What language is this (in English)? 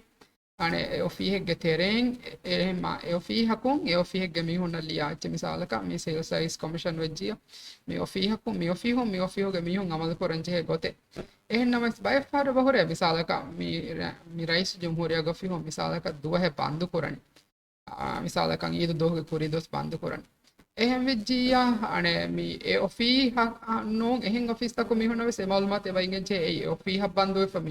Divehi